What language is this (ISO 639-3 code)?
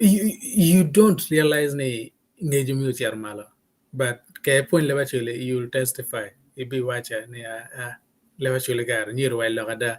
ach